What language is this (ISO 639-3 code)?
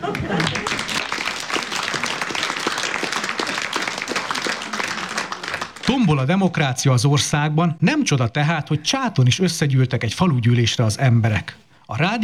hun